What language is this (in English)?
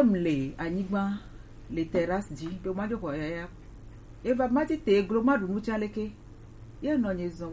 Gen